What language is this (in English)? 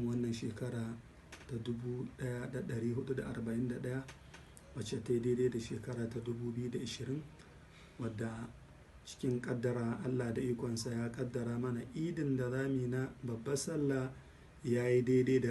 Hausa